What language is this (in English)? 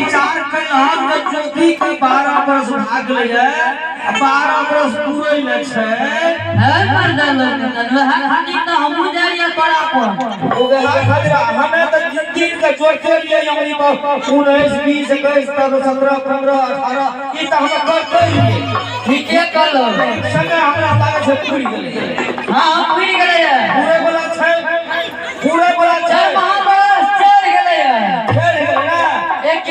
Maithili